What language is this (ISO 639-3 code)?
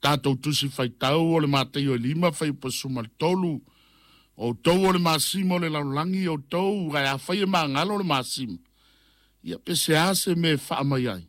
smo